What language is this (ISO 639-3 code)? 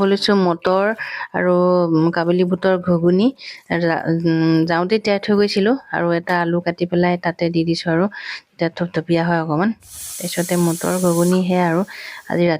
asm